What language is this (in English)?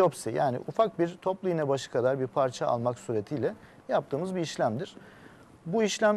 Turkish